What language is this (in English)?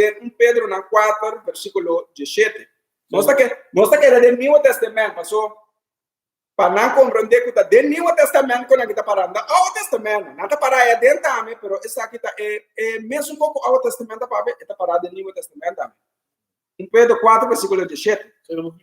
Papiamento